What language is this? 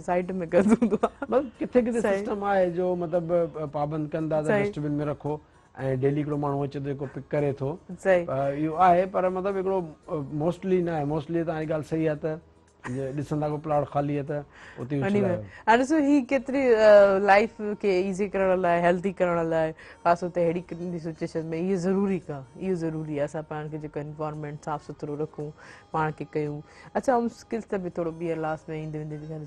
Sindhi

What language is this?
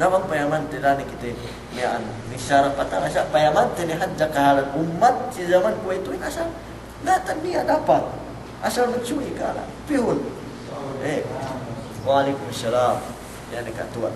Yakan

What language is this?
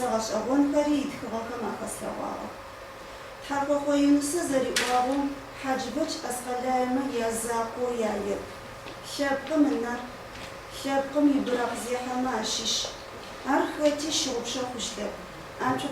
Adyghe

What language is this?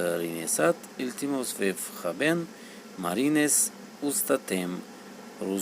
Tajik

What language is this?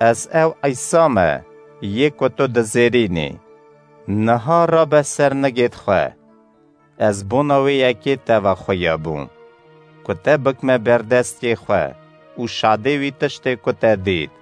Kurdish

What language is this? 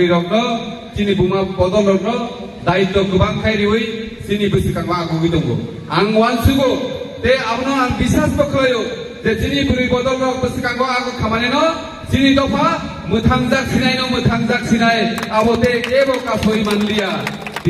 Kok Borok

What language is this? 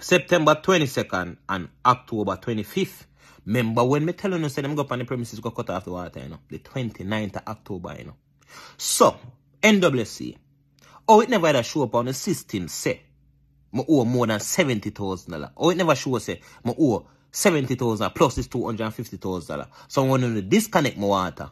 Jamaican Creole English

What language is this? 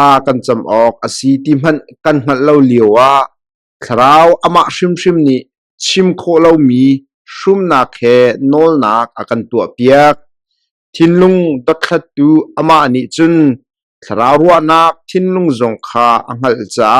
Hakha Chin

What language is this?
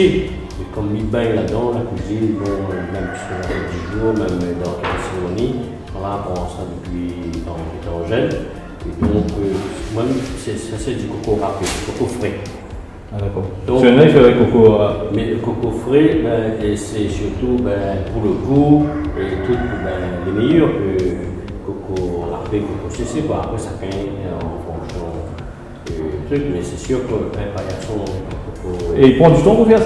Réunion Creole French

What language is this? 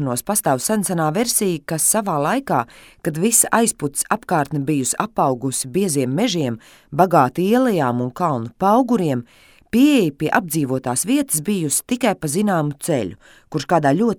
Latvian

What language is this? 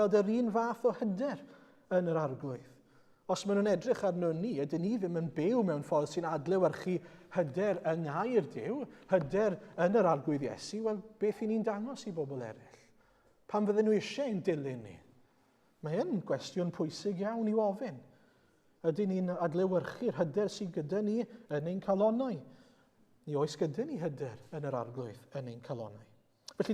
Welsh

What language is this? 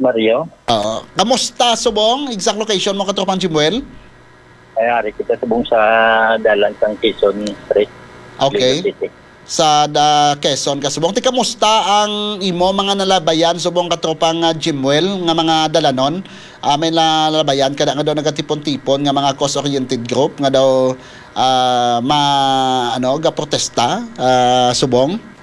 Hiligaynon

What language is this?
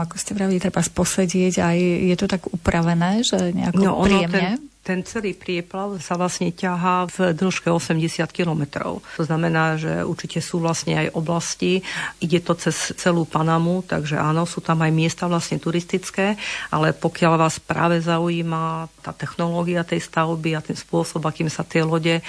Slovak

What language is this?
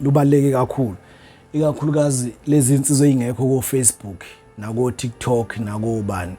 Zulu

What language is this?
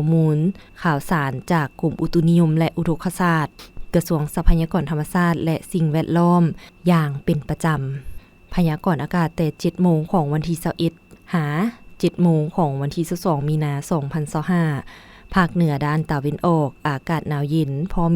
Lao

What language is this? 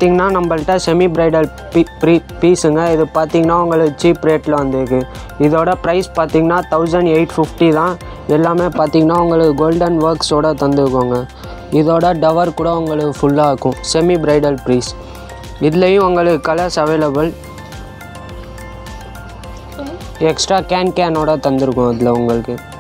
Tamil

